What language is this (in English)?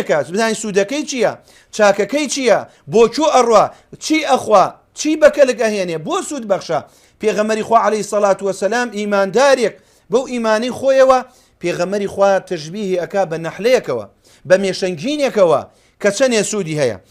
Central Kurdish